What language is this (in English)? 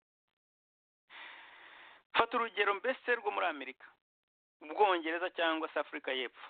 Kinyarwanda